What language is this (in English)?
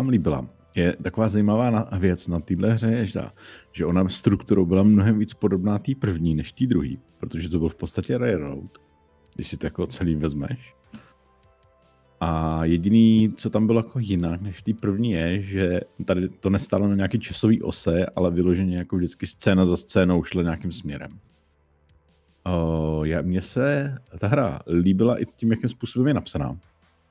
Czech